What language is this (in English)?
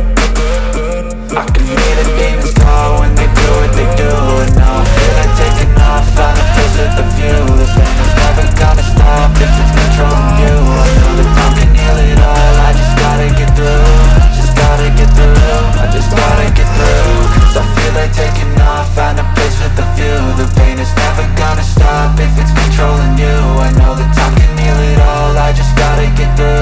English